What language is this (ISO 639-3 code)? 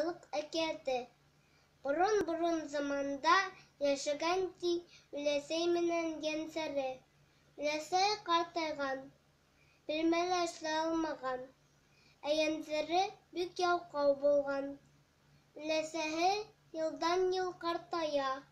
bak